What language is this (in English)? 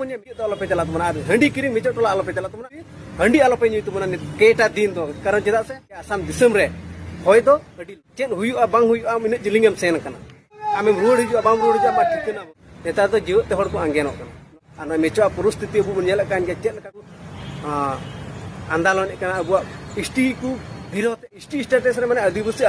Santali